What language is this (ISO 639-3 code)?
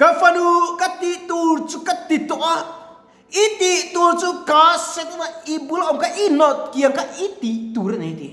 lus